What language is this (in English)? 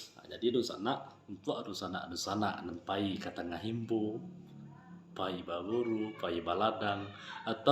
Minangkabau